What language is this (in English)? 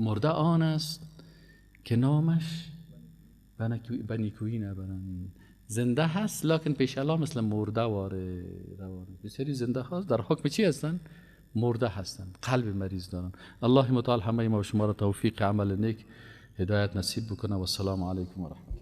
Persian